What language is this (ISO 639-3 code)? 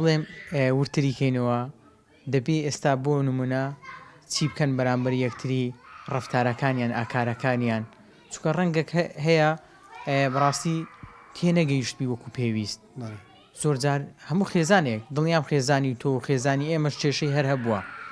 ckb